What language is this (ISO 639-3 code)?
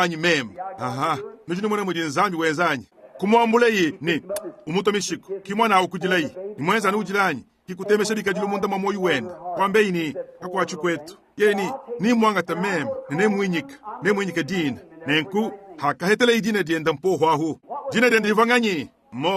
lua